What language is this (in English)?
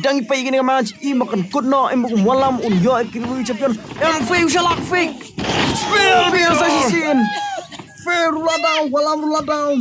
Khasi